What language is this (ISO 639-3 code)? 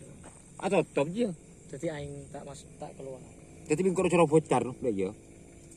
mad